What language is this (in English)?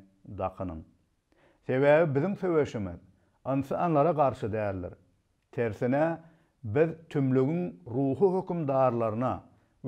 Turkmen